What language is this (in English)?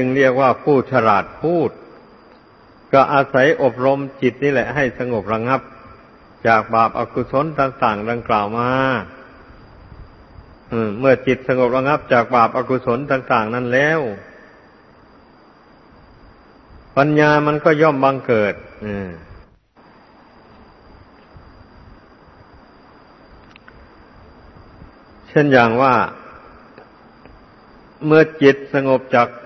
Thai